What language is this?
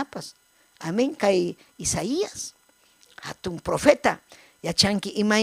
Ayacucho Quechua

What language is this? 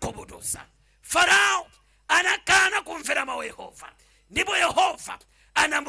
Nyanja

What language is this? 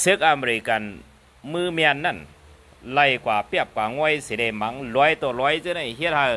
Shan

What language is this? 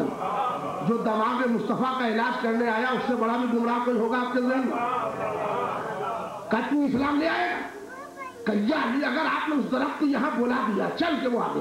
Urdu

